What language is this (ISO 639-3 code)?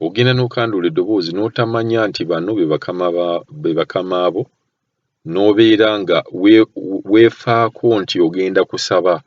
lug